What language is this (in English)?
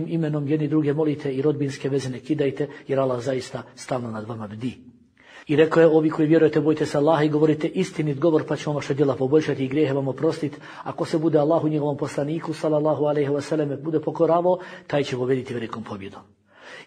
Bosnian